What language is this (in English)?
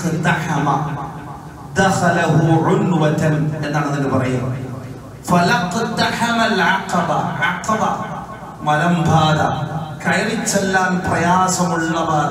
Malayalam